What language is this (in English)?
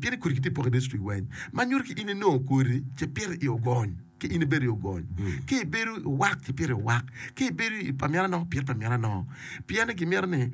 Acoli